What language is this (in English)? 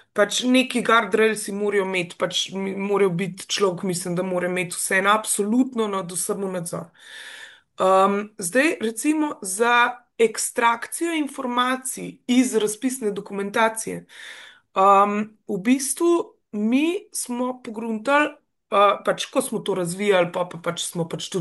Slovenian